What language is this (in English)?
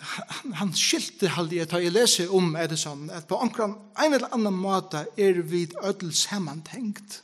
Faroese